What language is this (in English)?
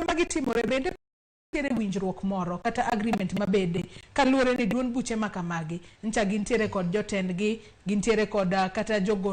Luo (Kenya and Tanzania)